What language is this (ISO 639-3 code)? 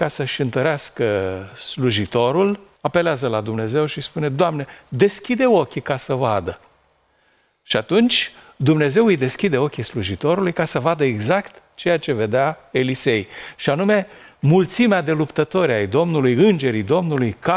ron